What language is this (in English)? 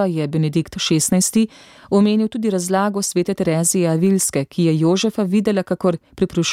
Slovenian